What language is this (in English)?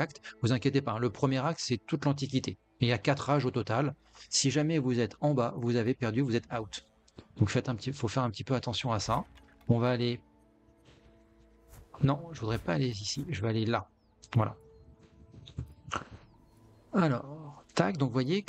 French